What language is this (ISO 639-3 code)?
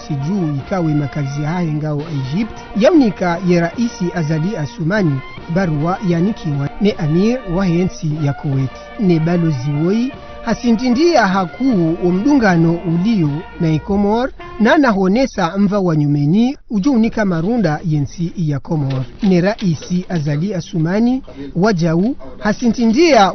zdj